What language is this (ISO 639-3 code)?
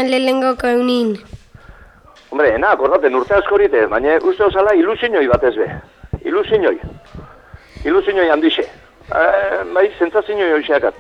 eus